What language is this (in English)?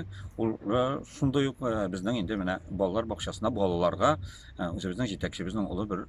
Tatar